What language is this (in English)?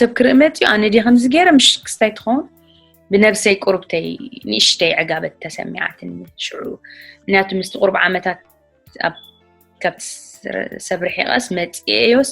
Tigrinya